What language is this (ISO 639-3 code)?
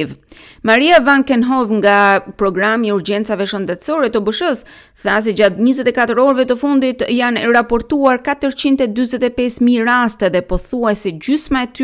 sqi